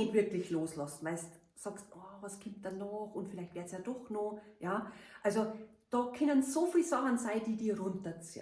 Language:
Bavarian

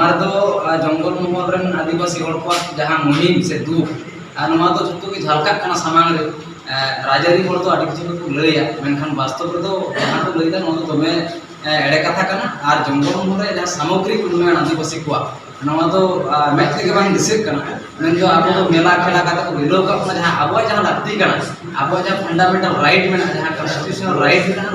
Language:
Santali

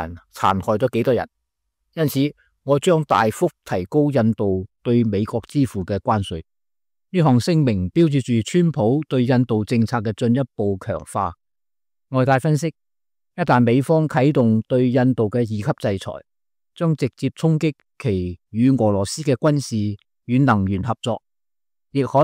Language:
Cantonese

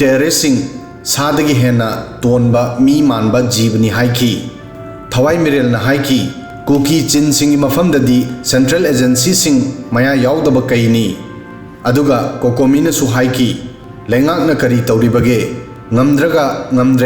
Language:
Manipuri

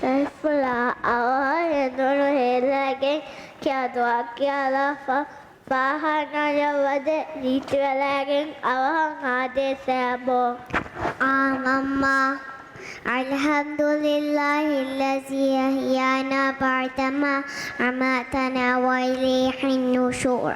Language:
Divehi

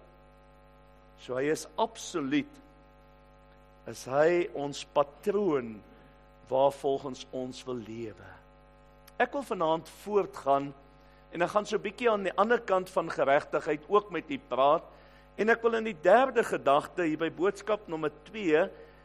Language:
Afrikaans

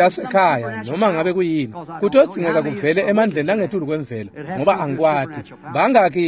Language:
Swati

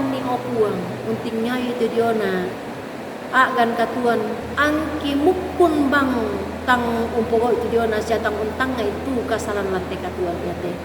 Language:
Toraja-Sa'dan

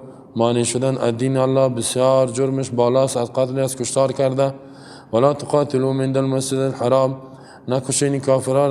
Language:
Persian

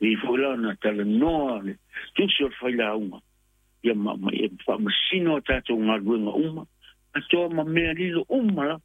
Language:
Samoan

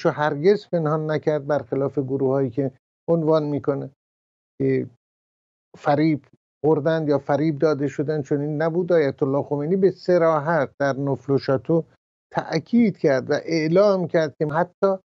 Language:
Persian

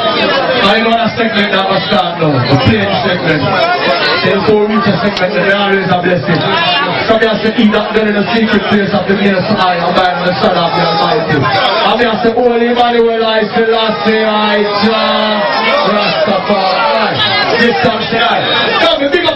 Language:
Jamaican Creole English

